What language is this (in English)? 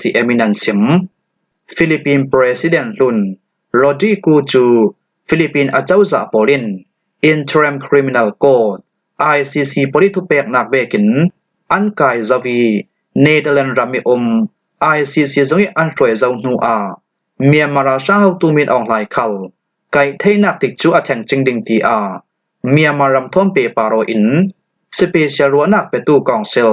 Falam Chin